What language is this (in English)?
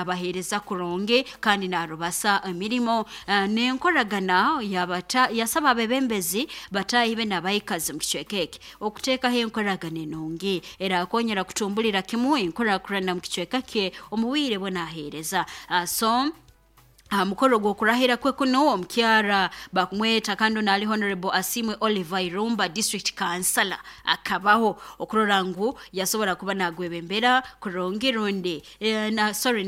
Nyoro